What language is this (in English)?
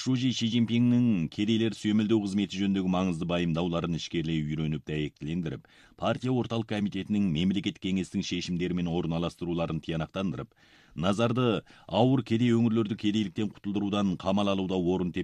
Kazakh